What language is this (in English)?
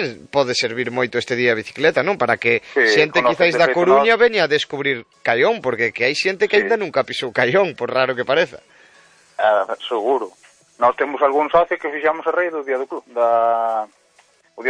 Galician